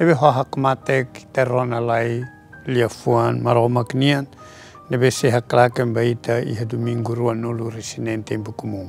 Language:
Tetum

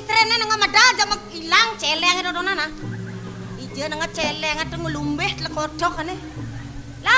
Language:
Balinese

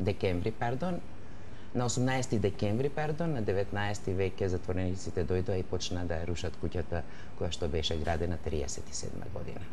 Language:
Macedonian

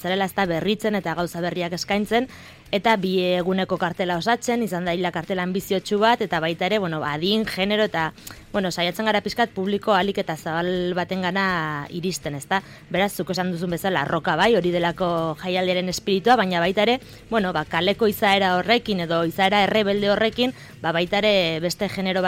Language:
Basque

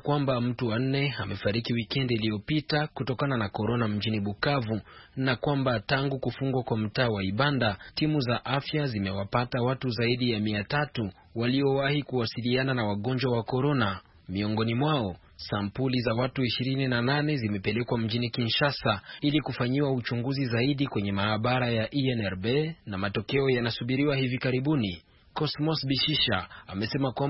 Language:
Swahili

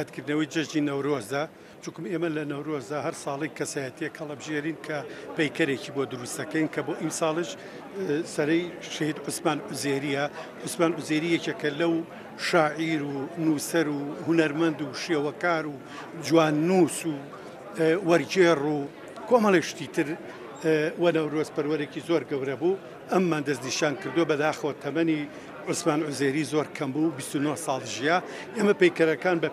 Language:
Central Kurdish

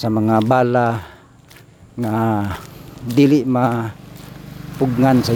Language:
Cebuano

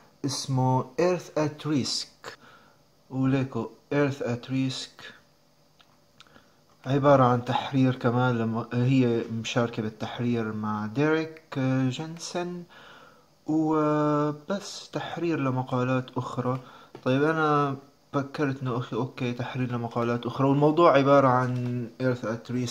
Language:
North Levantine Arabic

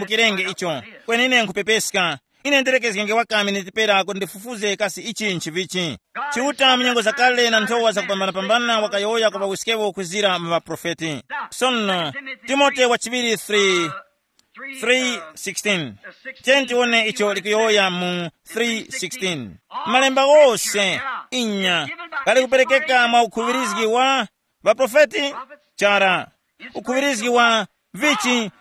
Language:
Tumbuka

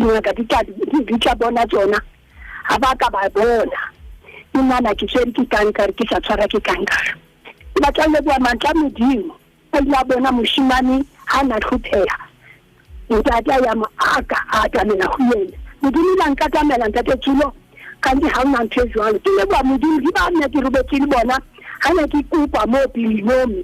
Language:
Southern Sotho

